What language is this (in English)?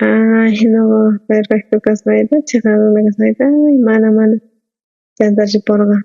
South Bolivian Quechua